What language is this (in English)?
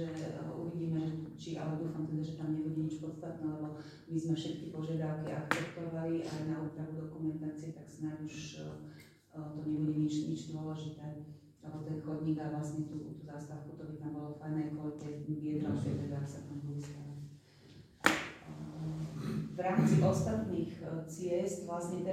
Slovak